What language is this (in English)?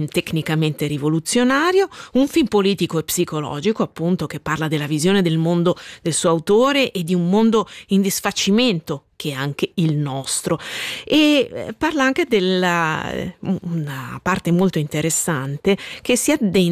Italian